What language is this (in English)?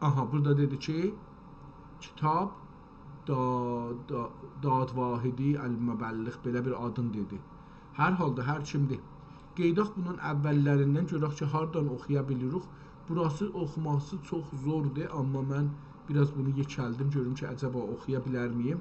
South Azerbaijani